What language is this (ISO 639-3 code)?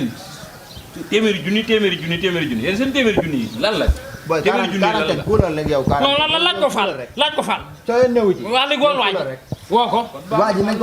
wol